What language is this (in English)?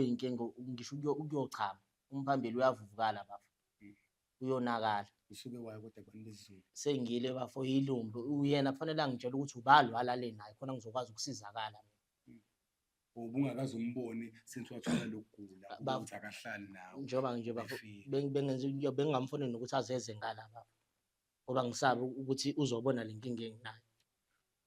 Zulu